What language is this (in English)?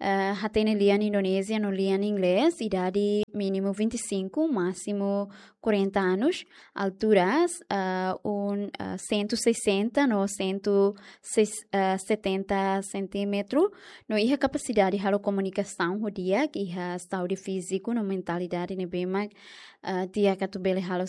Tetum